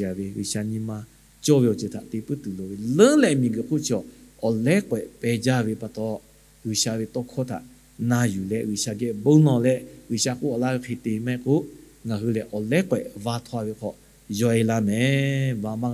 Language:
Lahu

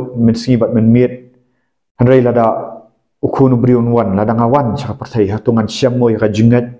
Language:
Khasi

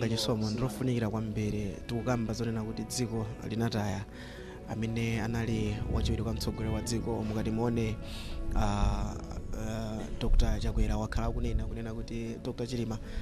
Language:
Nyanja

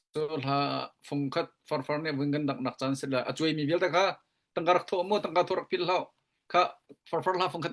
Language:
Hakha Chin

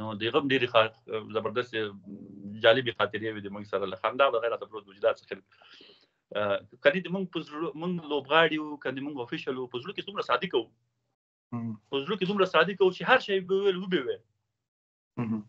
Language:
Pashto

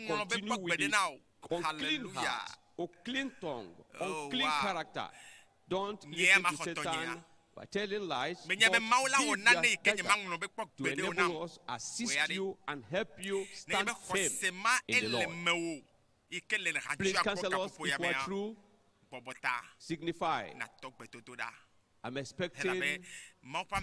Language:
Ewe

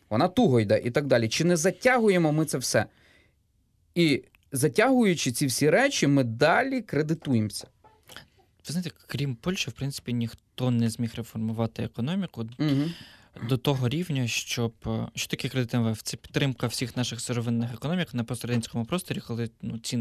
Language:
Ukrainian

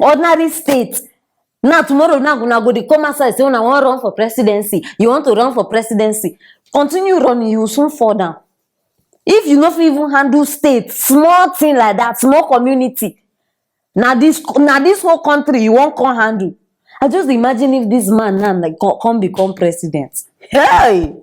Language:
Nigerian Pidgin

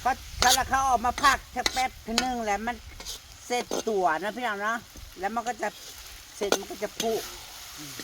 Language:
Northeastern Thai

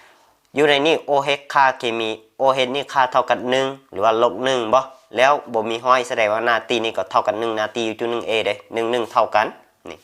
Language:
Lao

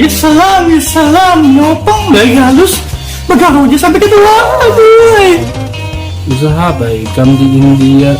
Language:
Banjar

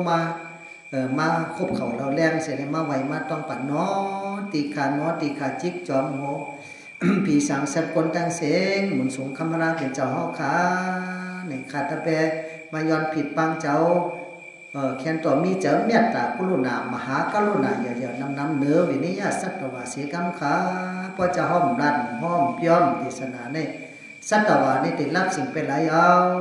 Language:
Shan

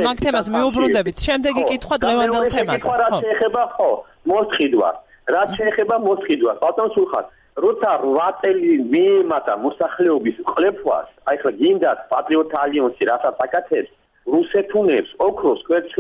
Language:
Georgian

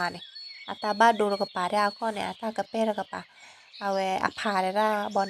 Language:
S'gaw Karen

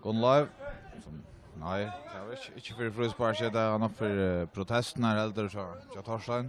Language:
Faroese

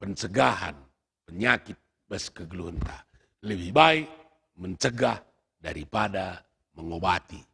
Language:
Batak Karo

